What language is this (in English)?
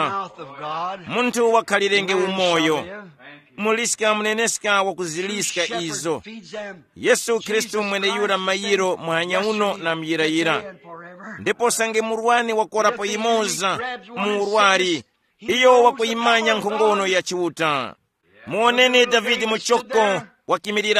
Tumbuka